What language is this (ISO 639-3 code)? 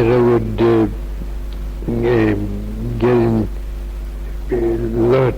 glv